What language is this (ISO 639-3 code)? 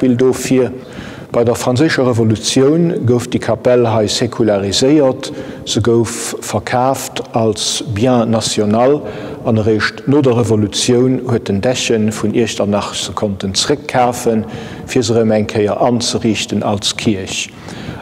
ltz